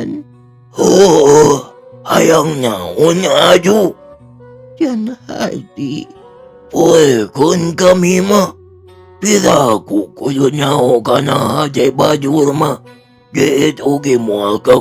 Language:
Sundanese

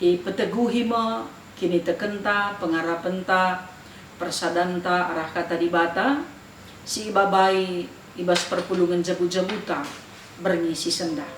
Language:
Batak Karo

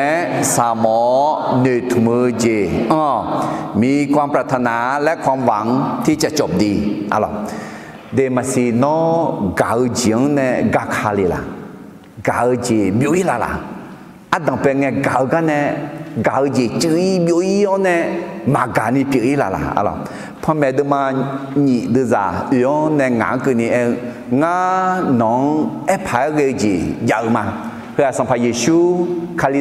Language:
Akha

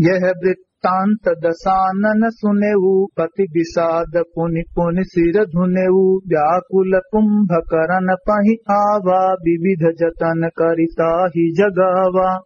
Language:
Awadhi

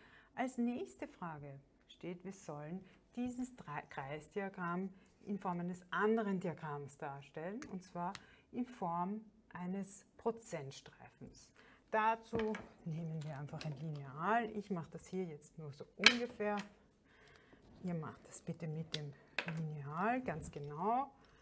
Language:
German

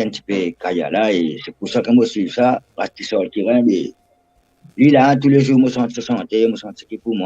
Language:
Morisyen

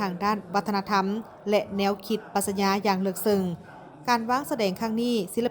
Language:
Lao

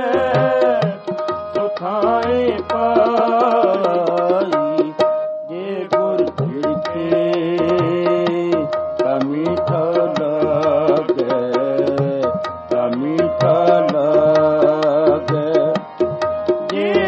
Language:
Punjabi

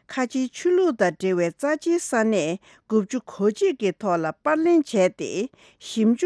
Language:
Tibetan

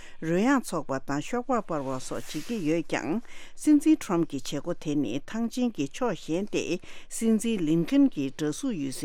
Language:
Tibetan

